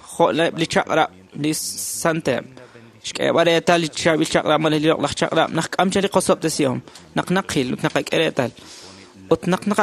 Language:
Kekchí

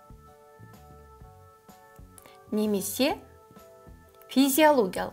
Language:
Kazakh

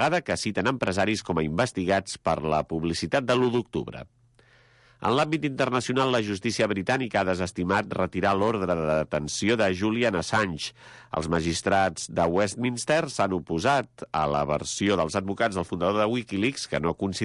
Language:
Catalan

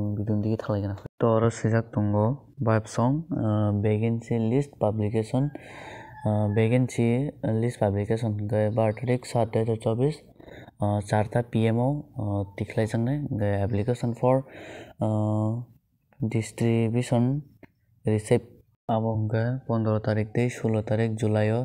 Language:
Kok Borok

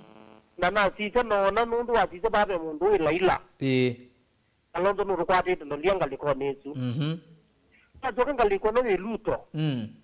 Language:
Kamba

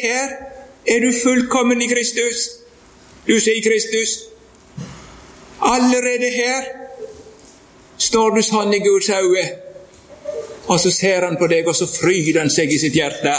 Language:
Norwegian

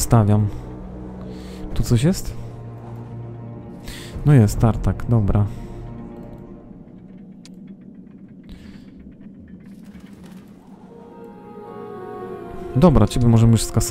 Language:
Polish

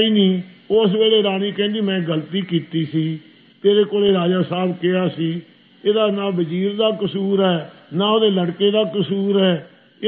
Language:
Punjabi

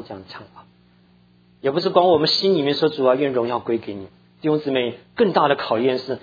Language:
Chinese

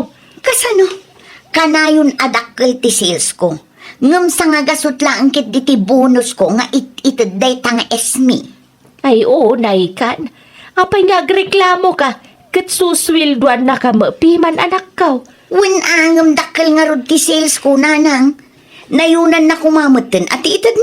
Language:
Iloko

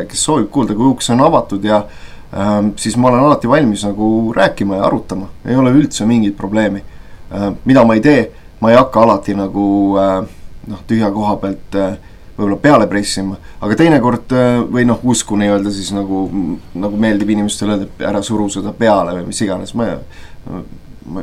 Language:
Estonian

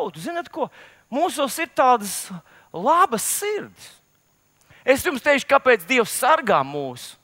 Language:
Latvian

